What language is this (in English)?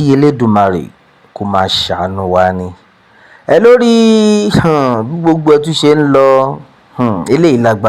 Yoruba